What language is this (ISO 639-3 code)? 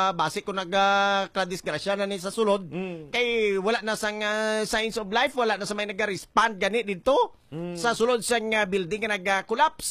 hil